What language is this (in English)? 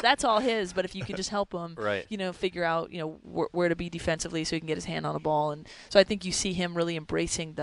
English